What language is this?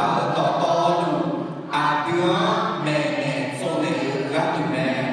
Akha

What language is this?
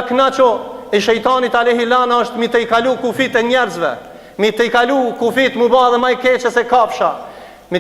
Albanian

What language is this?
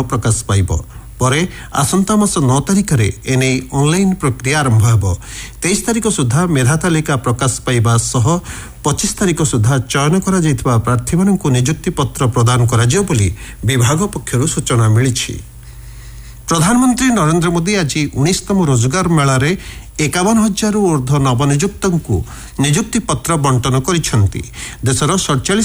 Odia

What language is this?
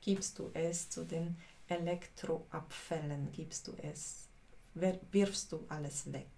Swiss German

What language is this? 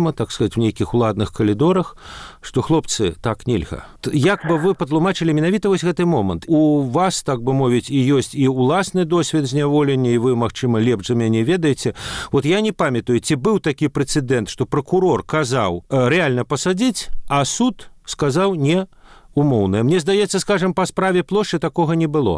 Belarusian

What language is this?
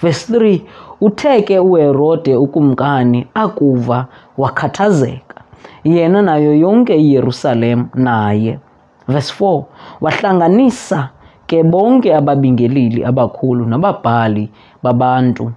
Xhosa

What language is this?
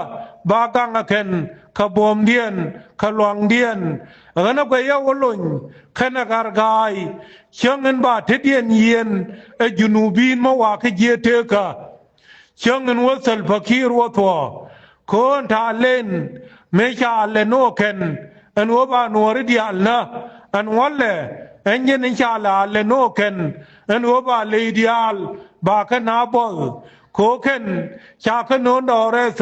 Nuer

